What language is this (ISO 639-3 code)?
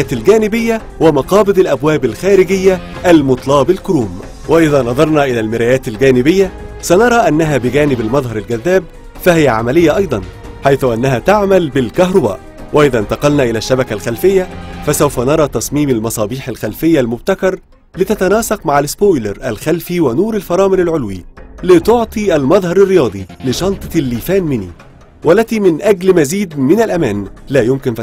ara